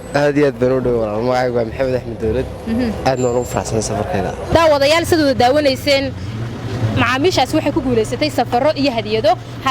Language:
Somali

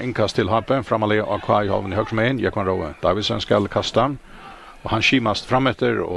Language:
Faroese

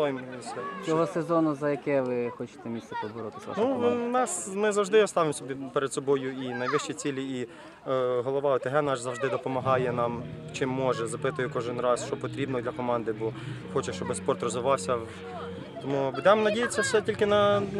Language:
Ukrainian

